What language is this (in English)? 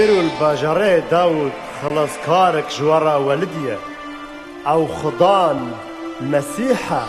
Kurdish